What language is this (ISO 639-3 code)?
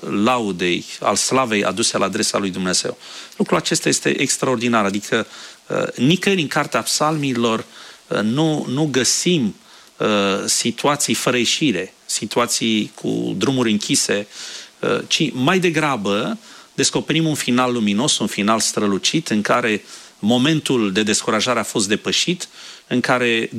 ron